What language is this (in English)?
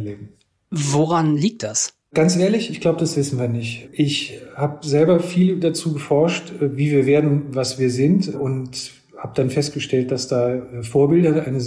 German